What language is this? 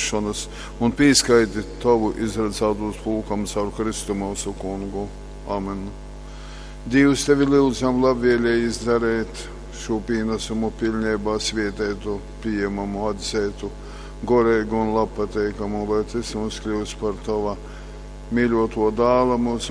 Latgalian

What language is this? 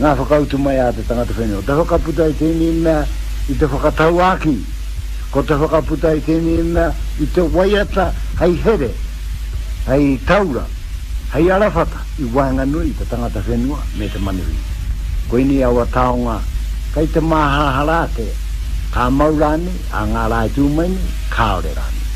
Māori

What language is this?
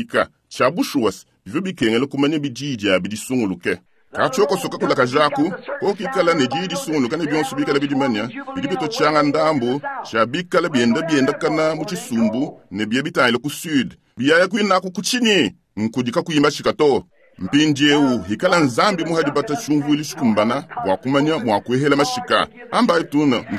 Luba-Lulua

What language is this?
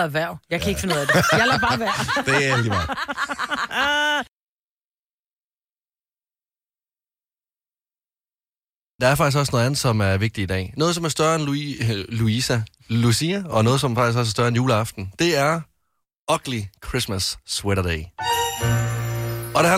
Danish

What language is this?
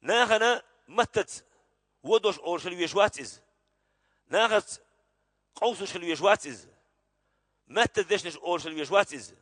Chechen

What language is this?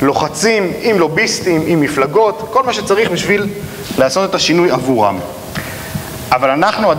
Hebrew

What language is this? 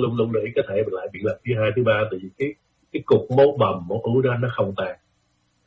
Vietnamese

